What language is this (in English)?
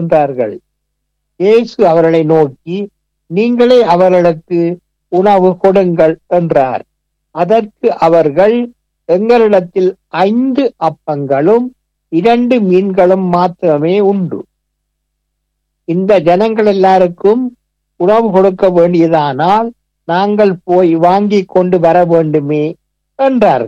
Tamil